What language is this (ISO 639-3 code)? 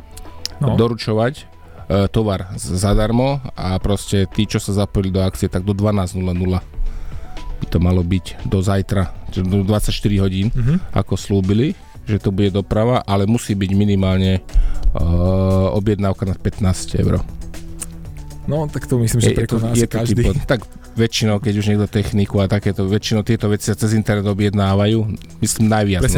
slk